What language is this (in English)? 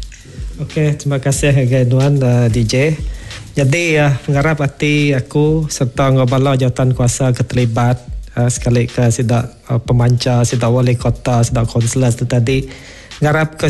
Iban